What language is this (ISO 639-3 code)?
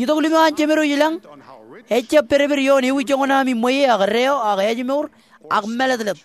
mah